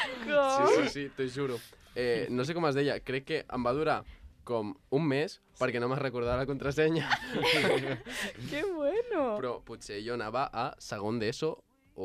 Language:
Catalan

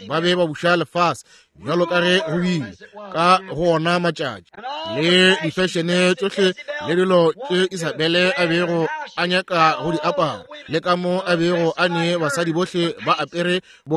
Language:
Northern Sotho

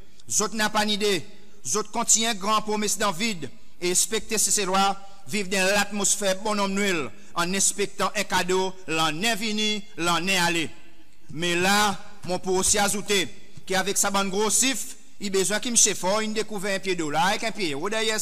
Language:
Seselwa Creole French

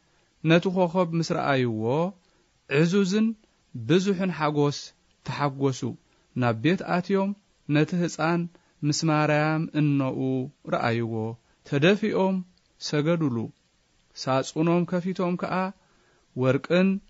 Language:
Tigrinya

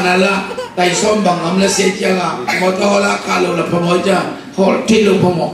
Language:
Tedim Chin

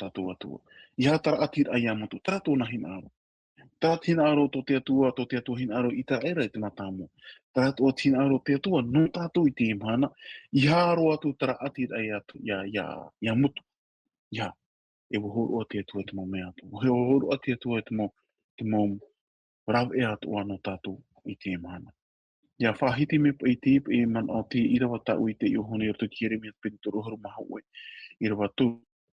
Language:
Tahitian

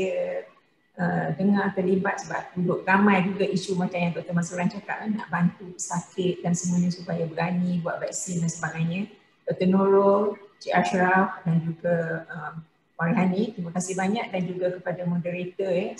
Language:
Malay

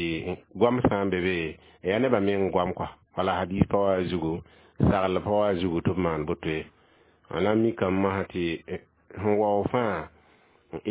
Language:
Mossi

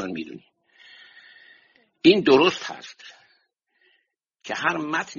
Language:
Persian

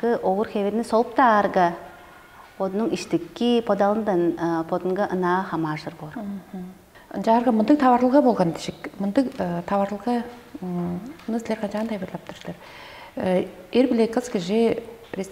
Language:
Tuvinian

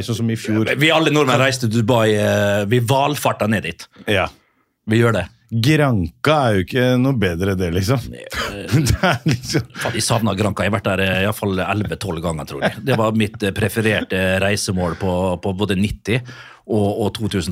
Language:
Norwegian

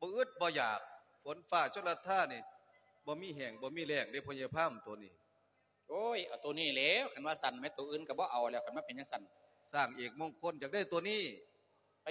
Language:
Lao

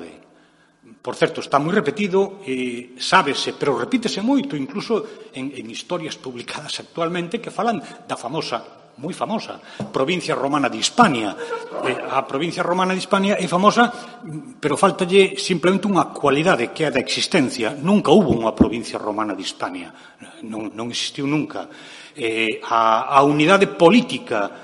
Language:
Galician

